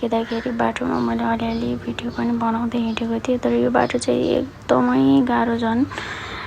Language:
Nepali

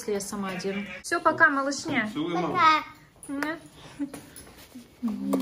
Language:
Russian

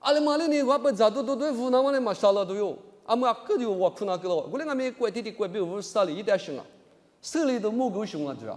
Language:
Lisu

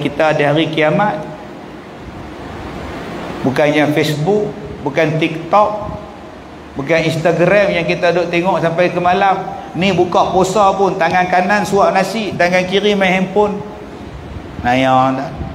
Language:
Malay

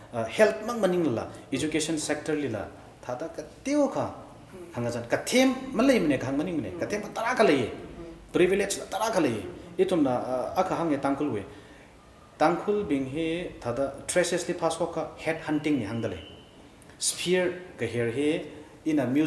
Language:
Tangkhul Naga (India)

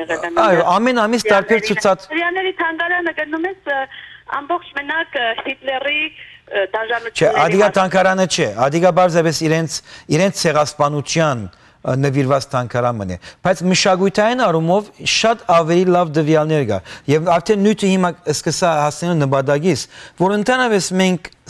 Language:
Western Armenian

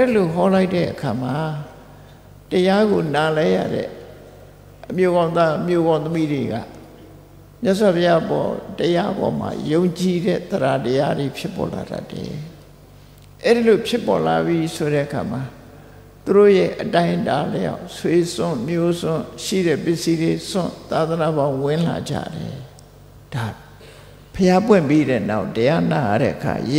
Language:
Burmese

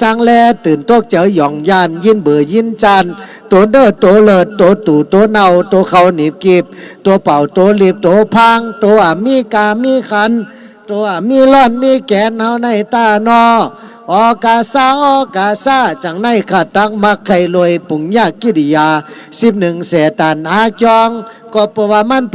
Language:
Shan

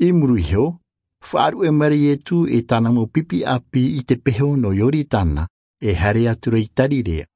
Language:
Tahitian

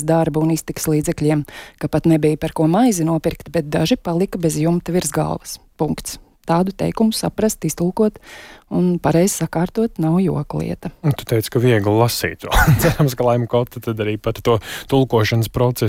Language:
Latvian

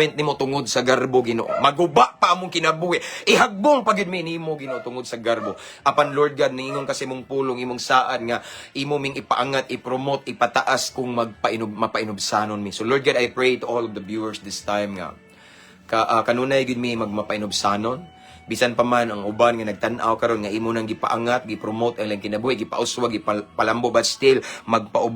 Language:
Cebuano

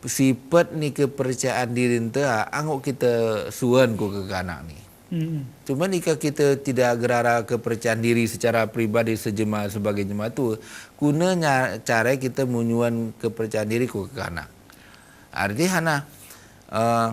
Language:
Gayo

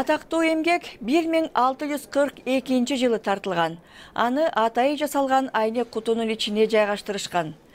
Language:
Kyrgyz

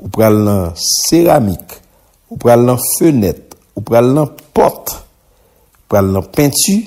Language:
Haitian Creole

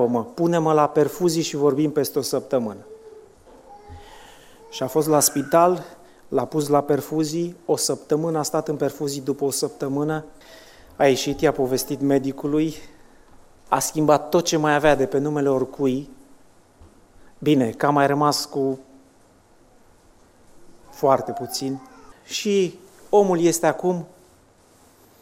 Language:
Romanian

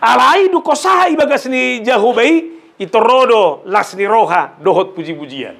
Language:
Batak Toba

